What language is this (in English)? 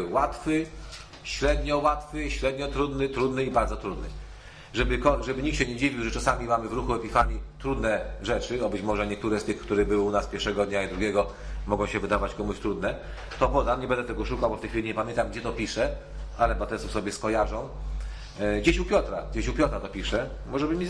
Polish